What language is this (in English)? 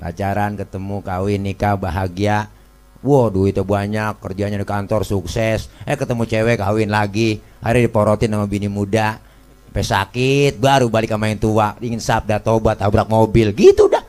Betawi